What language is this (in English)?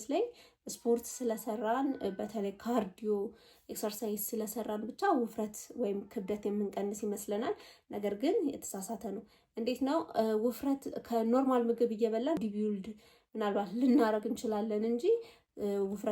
Amharic